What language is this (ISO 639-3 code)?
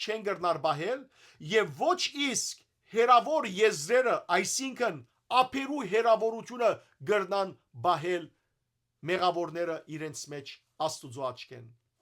hyw